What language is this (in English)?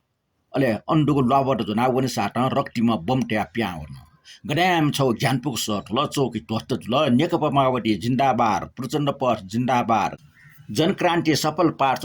Newari